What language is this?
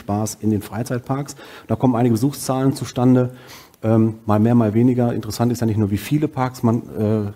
German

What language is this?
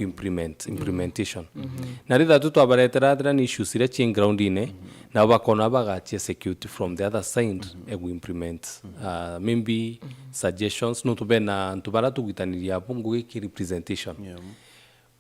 Meru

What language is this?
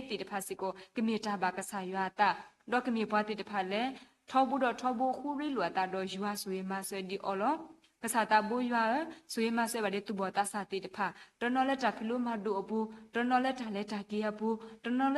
S'gaw Karen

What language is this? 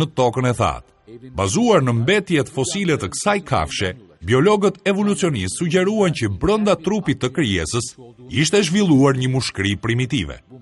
Albanian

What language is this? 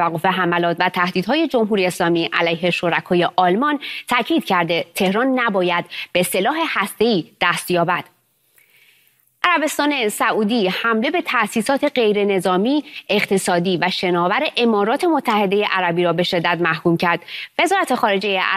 Persian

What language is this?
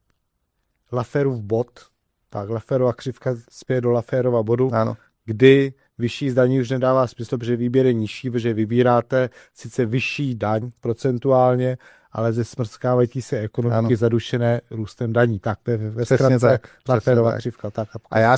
Czech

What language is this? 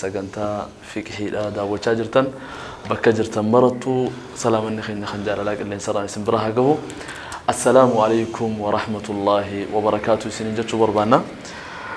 Oromo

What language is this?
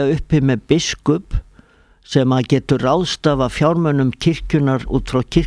Icelandic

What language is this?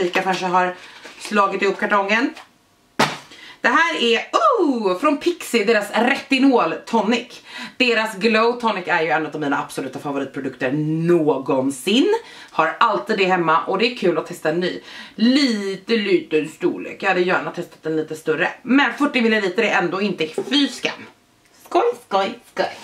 Swedish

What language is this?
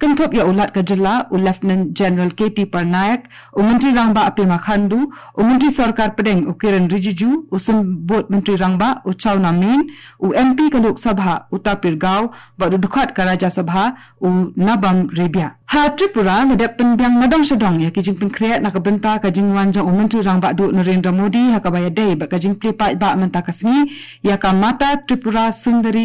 Khasi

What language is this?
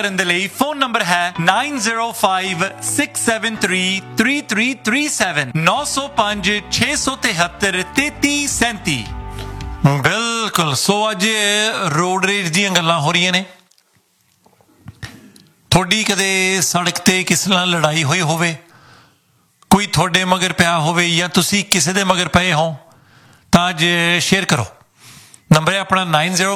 Punjabi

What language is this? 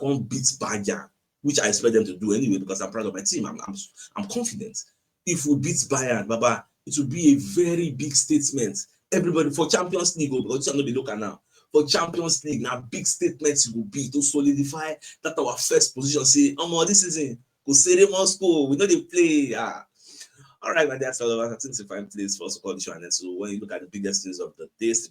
Nigerian Pidgin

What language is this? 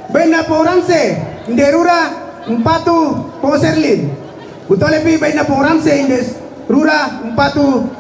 Toraja-Sa'dan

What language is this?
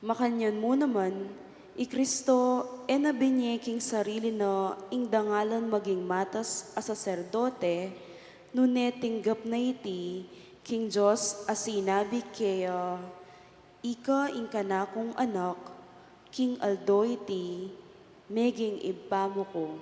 Pampanga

